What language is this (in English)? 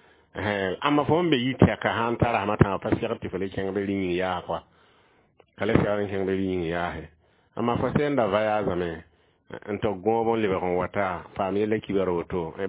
Mossi